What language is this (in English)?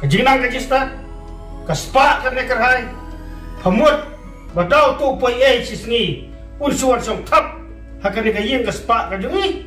Khasi